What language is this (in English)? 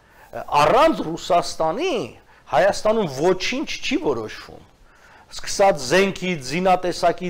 Armenian